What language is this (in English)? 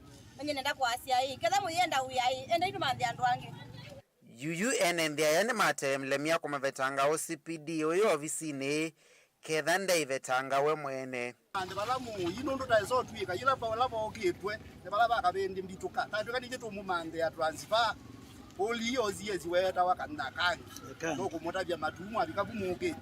Kamba